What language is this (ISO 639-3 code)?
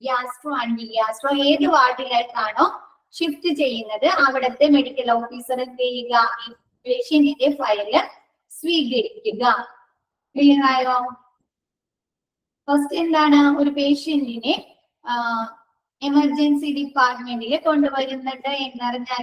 mal